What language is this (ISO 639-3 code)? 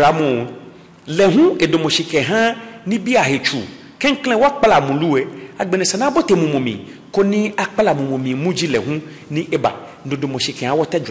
gaa